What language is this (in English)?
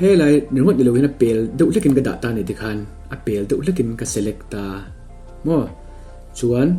Mizo